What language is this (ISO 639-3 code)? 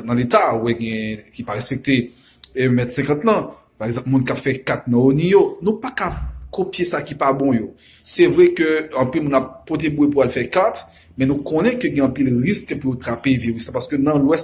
hat